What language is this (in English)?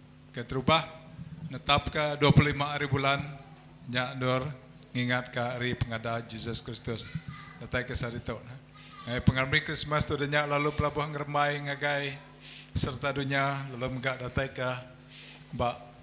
Iban